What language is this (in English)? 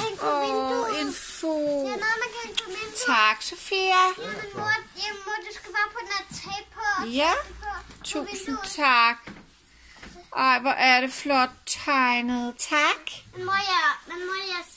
Danish